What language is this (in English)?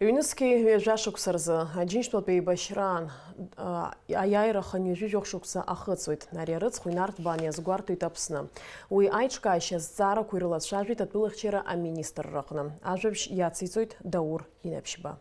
Abkhazian